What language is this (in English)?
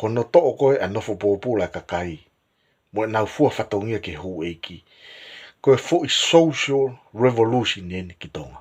Tongan